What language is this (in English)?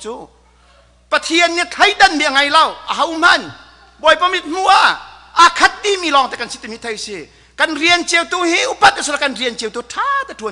Hakha Chin